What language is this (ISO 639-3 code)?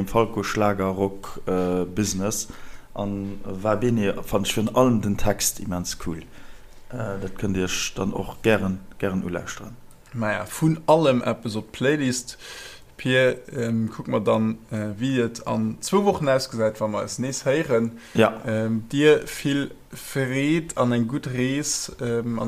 ltz